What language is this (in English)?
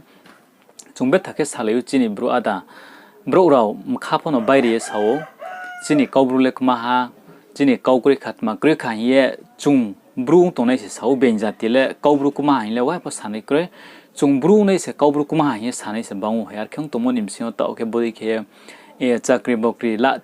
Riang (India)